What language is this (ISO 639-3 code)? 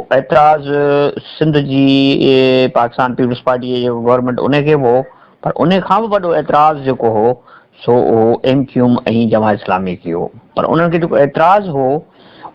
snd